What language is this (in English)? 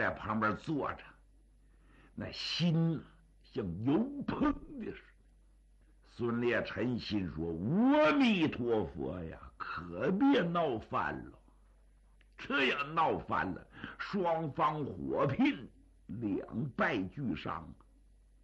Chinese